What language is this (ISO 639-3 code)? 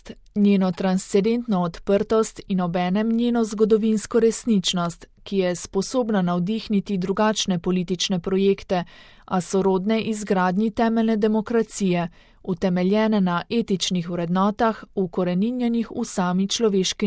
slv